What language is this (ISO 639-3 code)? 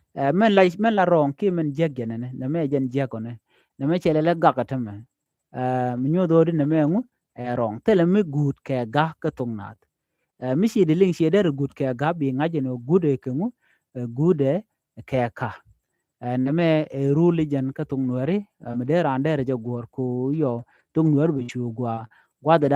nus